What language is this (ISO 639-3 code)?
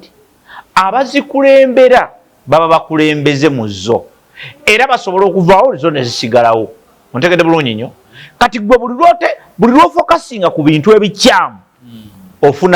lug